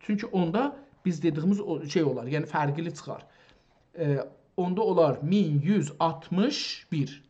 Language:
South Azerbaijani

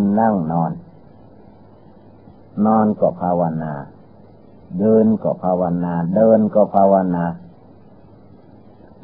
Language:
Thai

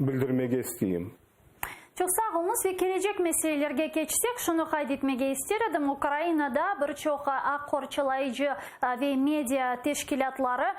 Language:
Crimean Tatar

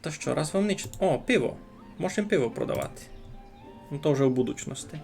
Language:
Rusyn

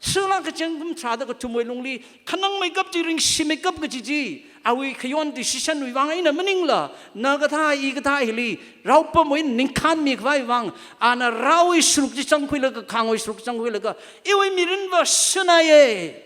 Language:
Tangkhul Naga (India)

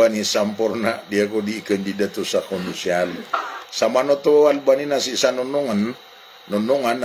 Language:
Maranao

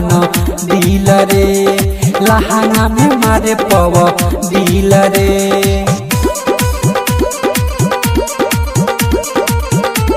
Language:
Bhojpuri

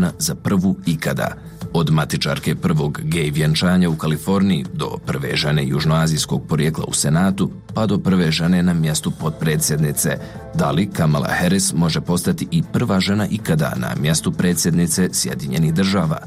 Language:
Bosnian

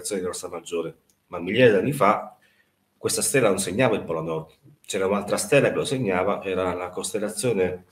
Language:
Italian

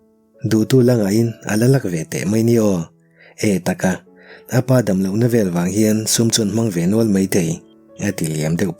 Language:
Mizo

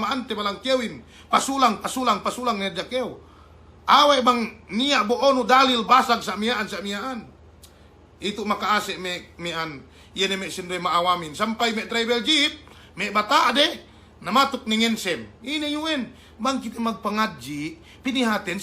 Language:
Yakan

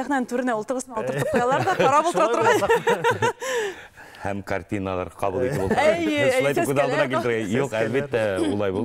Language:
Bashkir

